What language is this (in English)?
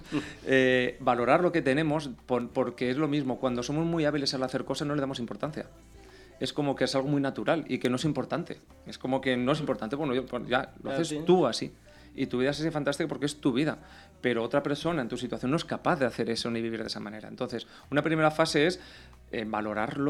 Spanish